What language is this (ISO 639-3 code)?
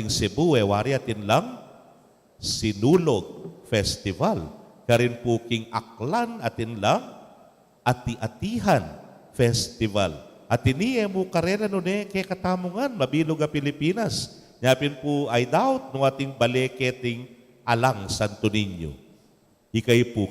pam